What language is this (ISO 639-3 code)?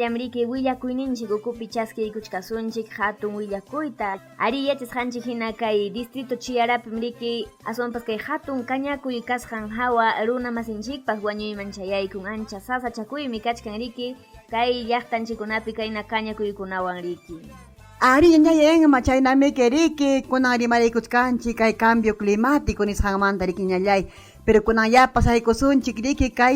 quy